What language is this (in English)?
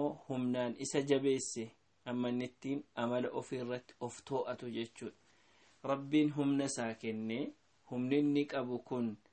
Oromo